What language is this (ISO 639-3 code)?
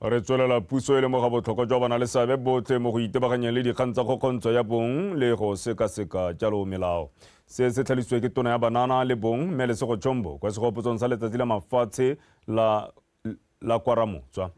tsn